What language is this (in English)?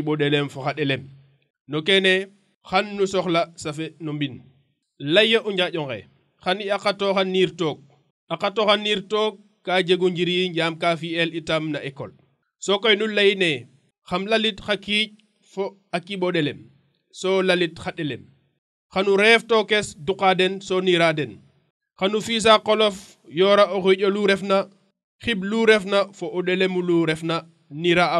Serer